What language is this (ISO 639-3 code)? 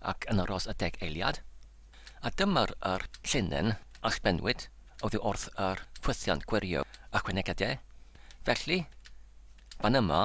cym